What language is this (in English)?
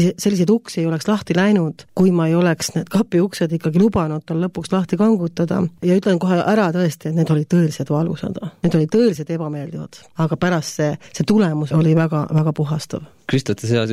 Estonian